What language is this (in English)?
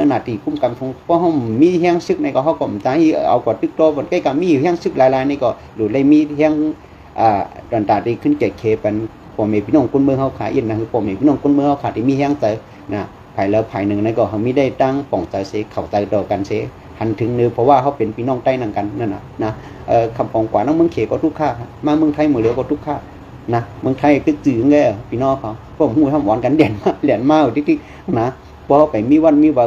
Shan